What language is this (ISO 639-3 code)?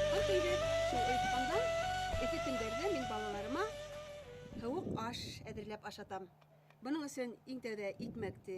bak